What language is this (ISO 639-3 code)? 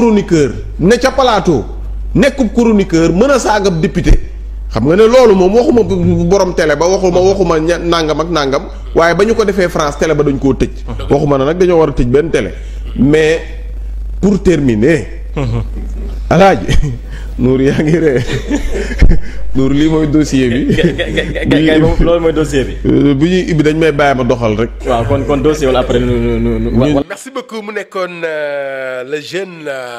wol